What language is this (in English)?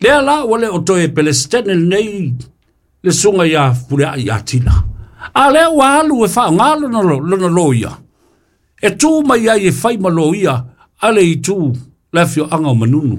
Samoan